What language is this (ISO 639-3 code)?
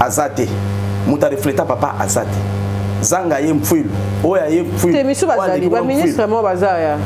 lin